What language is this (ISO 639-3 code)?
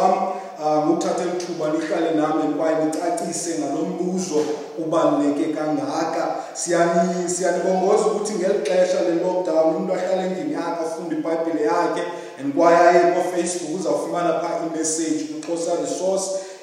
xho